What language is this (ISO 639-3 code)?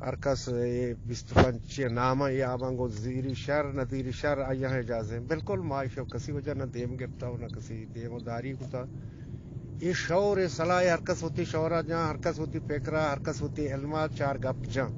bgp